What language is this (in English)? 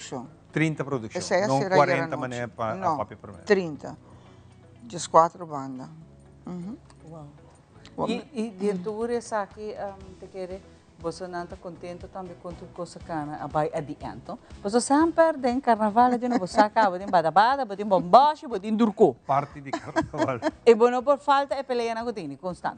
Papiamento